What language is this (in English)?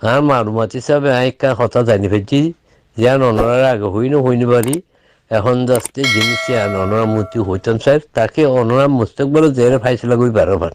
Rohingya